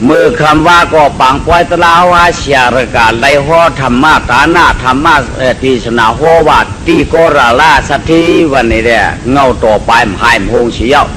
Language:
Shan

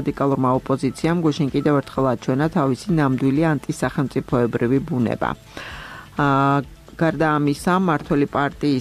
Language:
Georgian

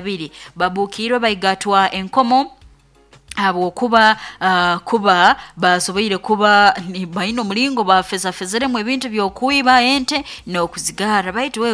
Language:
Nyoro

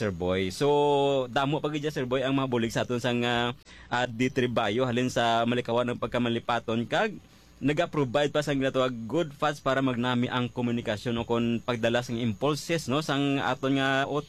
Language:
Hiligaynon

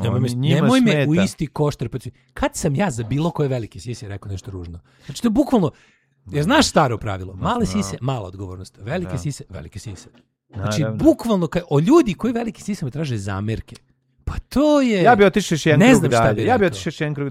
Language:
Serbian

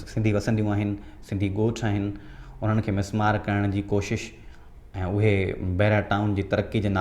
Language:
Sindhi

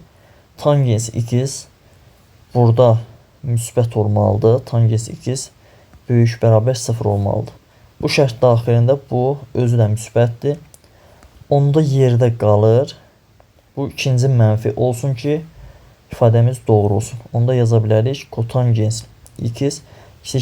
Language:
Azerbaijani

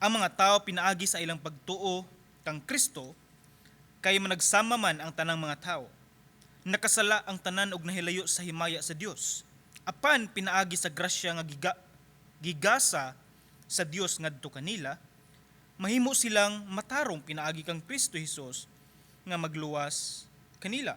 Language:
Cebuano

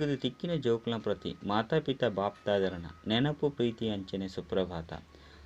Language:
Tulu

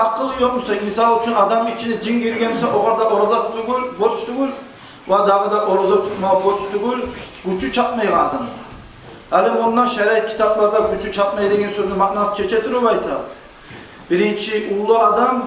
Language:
Kumyk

